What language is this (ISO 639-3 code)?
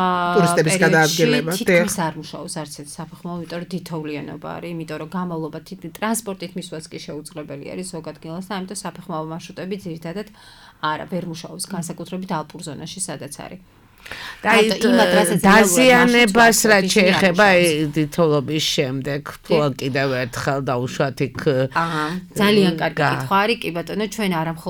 kat